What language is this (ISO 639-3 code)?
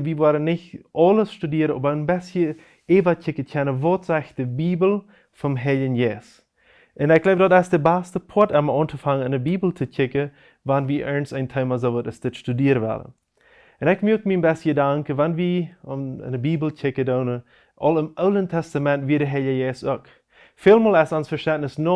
pdt